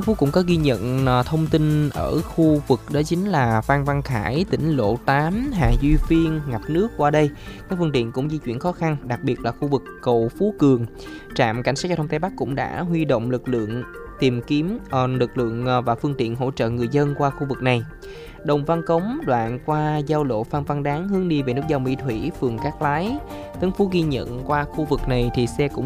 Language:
Vietnamese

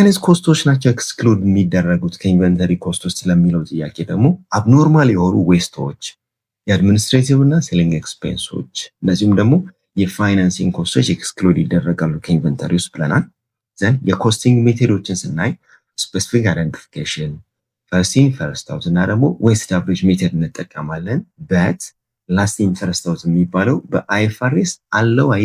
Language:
Amharic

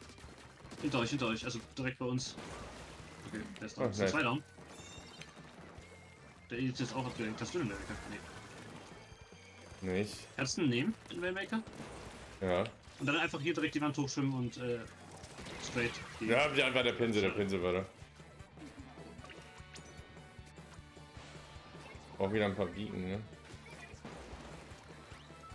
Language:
German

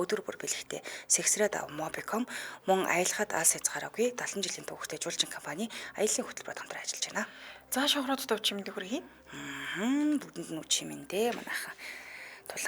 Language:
Mongolian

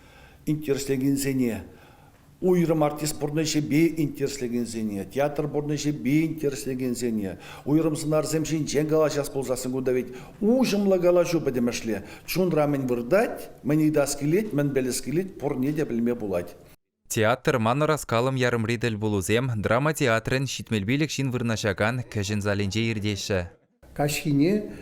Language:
Chuvash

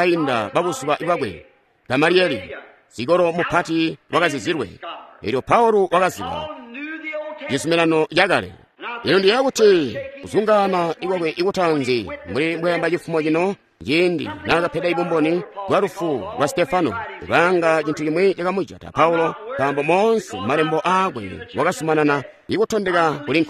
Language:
Tonga (Zambia)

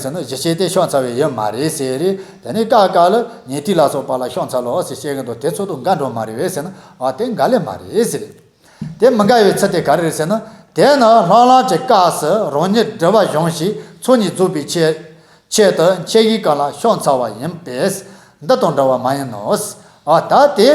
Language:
Tibetan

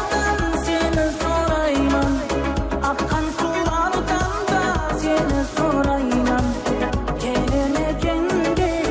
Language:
Kara-Kalpak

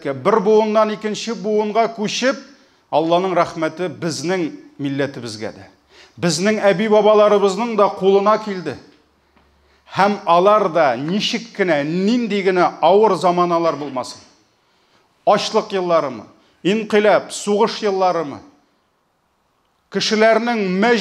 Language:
Tatar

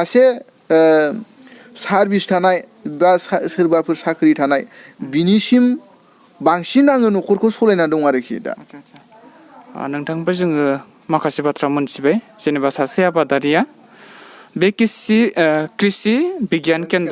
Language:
Bodo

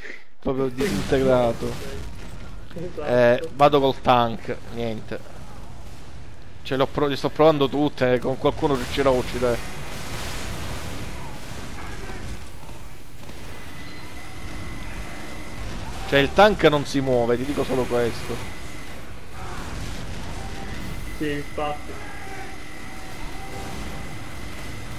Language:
Italian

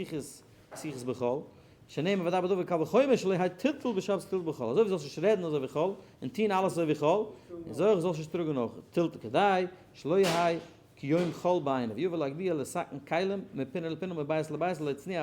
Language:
Yiddish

